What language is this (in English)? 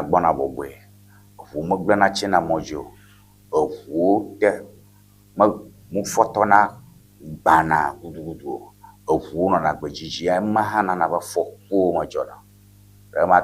Ewe